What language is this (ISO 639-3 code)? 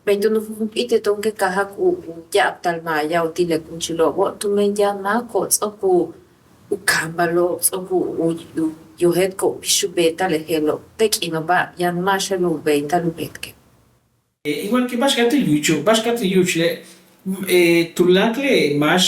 yua